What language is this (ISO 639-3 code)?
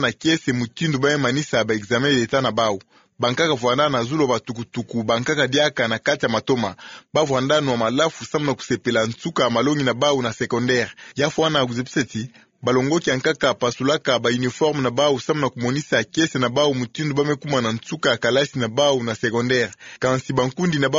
ktu